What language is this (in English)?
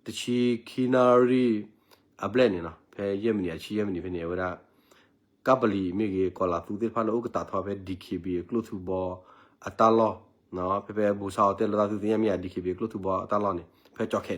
S'gaw Karen